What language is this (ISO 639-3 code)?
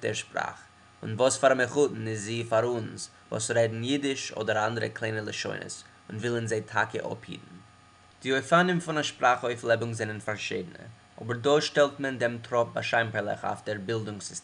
yid